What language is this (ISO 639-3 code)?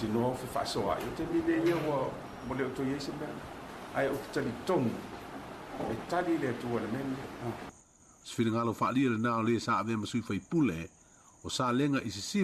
smo